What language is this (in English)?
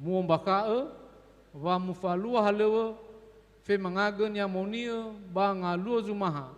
Nias